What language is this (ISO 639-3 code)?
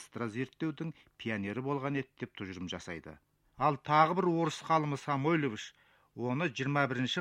kaz